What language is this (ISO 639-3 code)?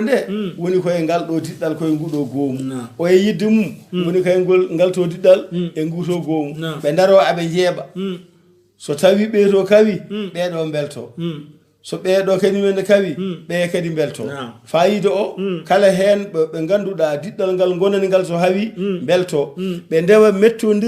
ful